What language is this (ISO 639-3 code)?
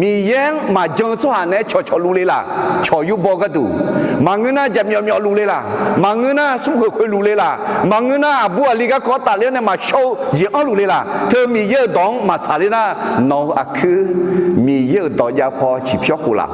ahk